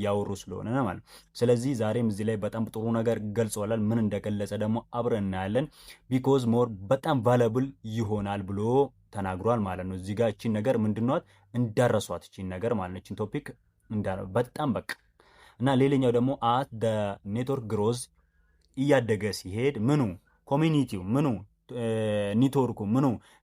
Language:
Amharic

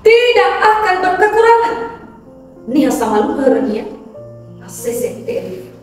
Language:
Nias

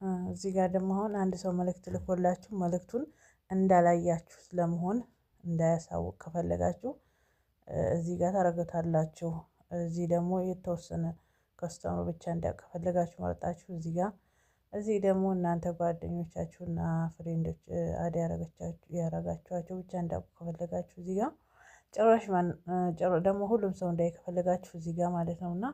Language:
Amharic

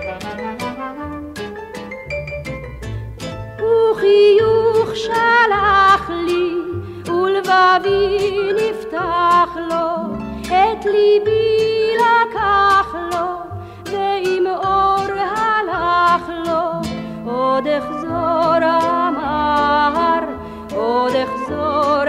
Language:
Hebrew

